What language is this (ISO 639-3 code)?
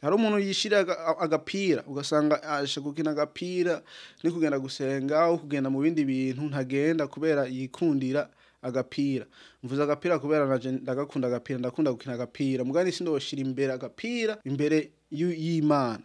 run